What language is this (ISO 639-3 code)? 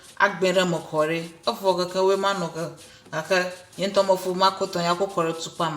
ewe